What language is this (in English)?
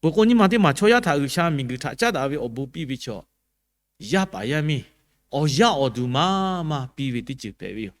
Lahu